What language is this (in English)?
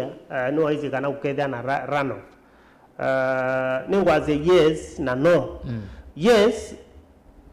Kamba